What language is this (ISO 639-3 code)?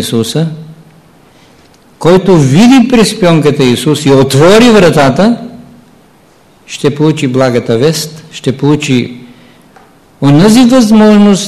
bul